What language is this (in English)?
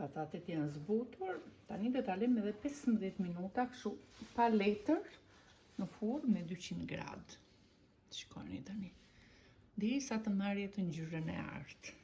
Albanian